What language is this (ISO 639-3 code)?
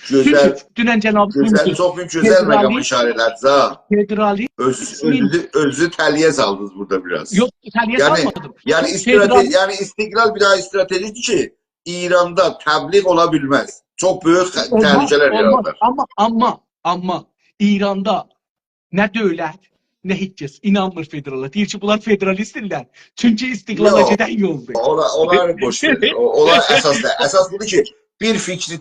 azb